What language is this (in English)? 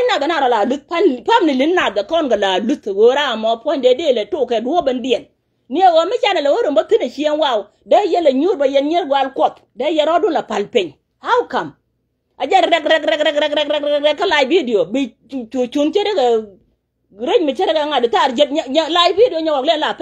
Nuer